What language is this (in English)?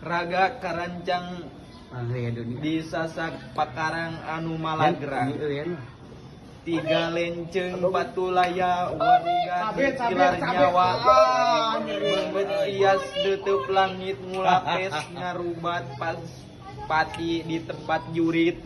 Sundanese